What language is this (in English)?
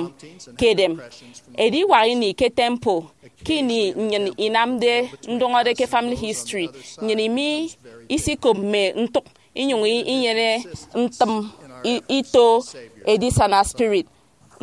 Efik